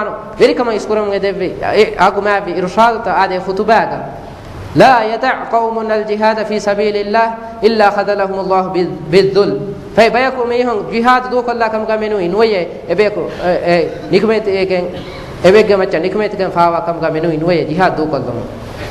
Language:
Divehi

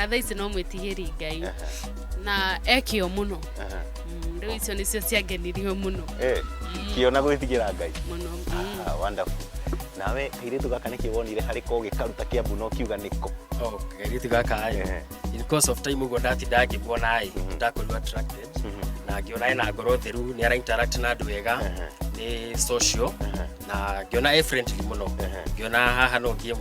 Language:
Kikuyu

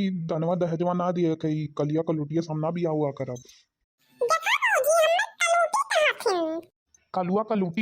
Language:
Awadhi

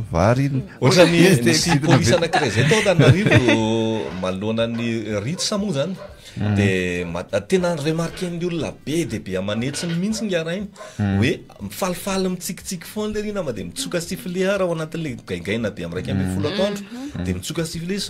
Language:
Malagasy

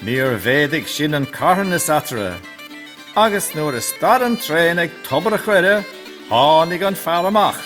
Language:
Irish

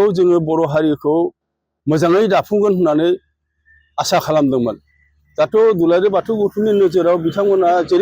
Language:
Bodo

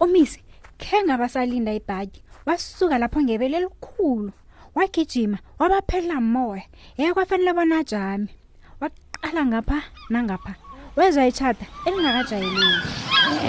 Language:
South Ndebele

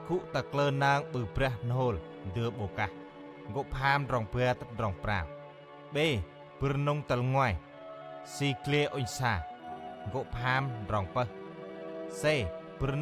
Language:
Central Mnong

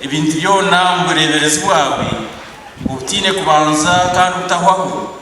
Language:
Nyankole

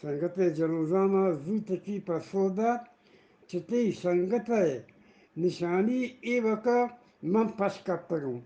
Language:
Eastern Balochi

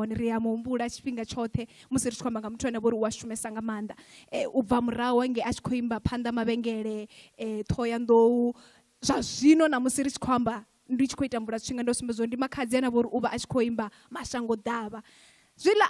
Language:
Venda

